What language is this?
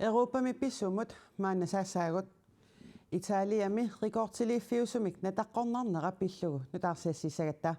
Kalaallisut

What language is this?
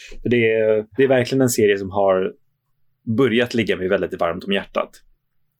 Swedish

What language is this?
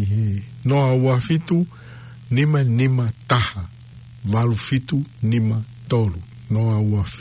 Tongan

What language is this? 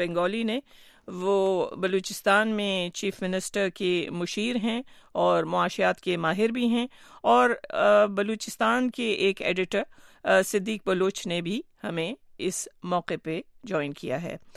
Urdu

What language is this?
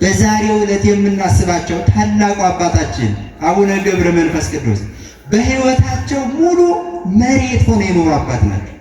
Amharic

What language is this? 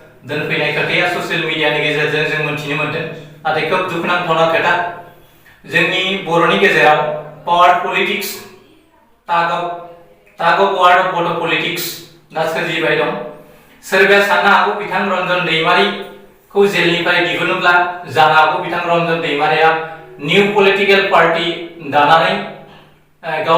Bodo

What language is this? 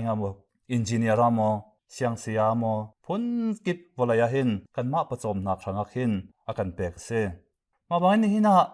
Hakha Chin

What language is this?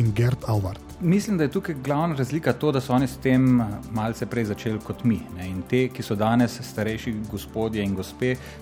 Slovenian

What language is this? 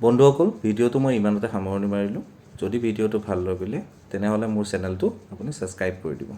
Assamese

